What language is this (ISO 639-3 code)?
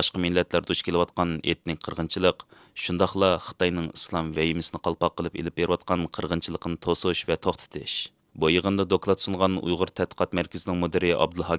uig